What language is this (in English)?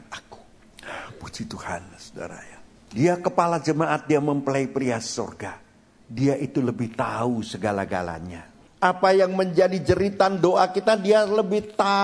Indonesian